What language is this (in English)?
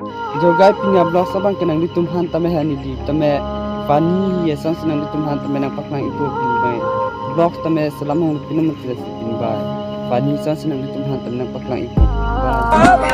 Karbi